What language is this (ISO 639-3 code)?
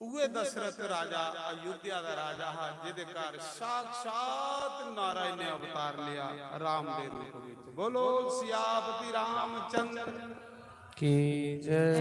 doi